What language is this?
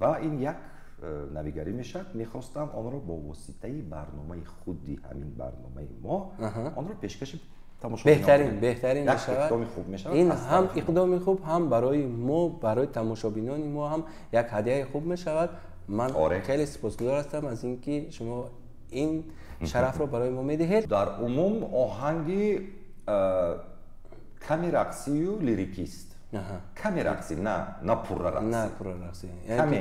Tajik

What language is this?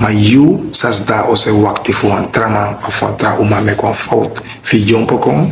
Sranan Tongo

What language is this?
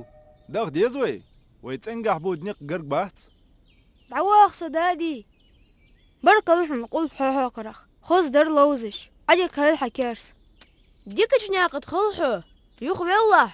Ingush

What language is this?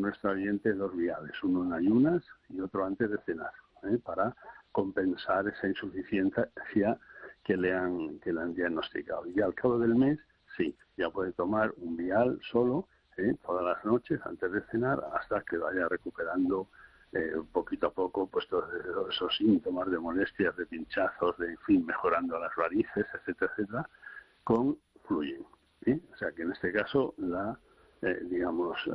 Spanish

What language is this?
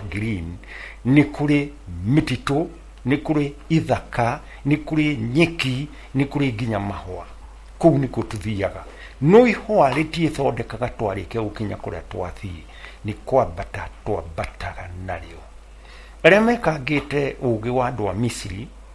Kikuyu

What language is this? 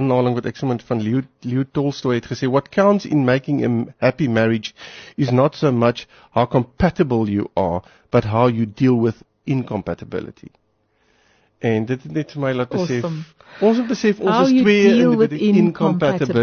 Afrikaans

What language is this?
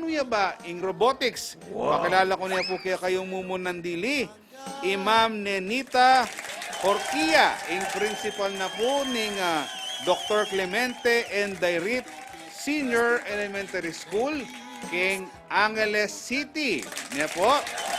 Pampanga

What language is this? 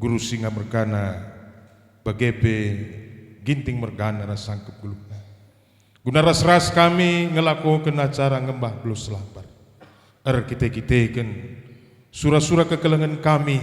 Batak Karo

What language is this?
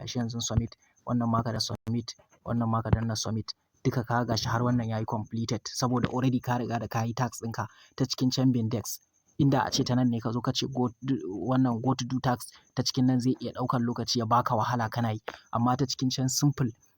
Hausa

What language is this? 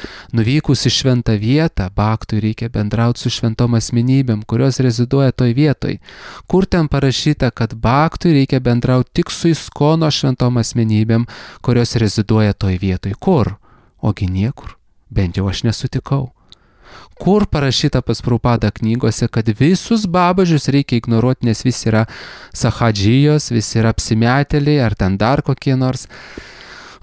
Lithuanian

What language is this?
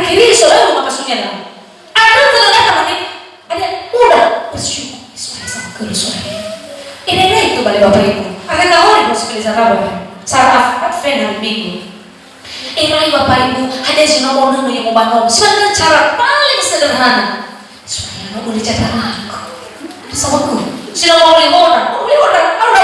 Nias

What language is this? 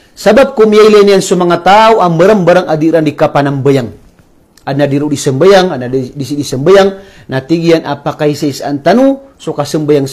Maranao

